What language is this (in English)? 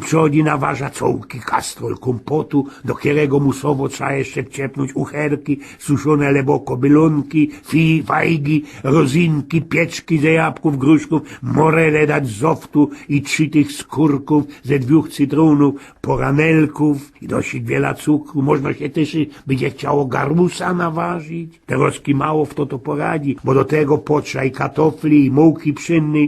Silesian